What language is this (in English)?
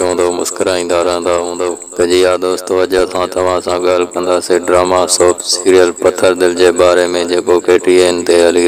Sindhi